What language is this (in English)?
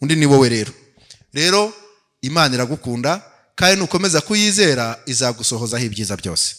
Kinyarwanda